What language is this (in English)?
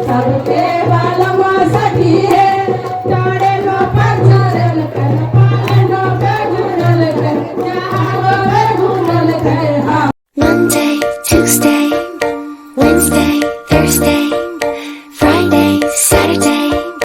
Maithili